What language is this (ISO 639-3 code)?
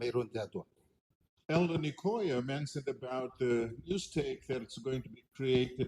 gil